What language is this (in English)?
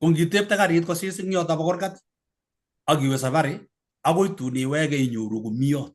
Kalenjin